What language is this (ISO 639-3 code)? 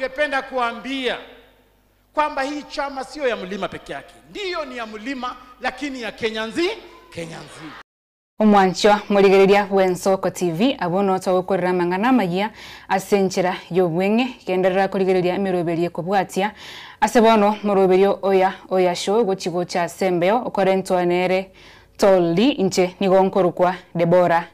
guz